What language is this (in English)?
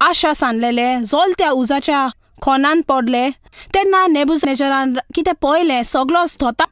Konkani